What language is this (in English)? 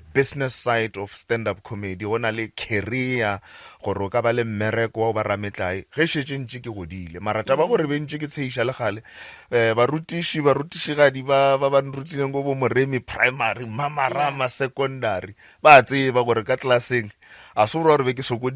Northern Sotho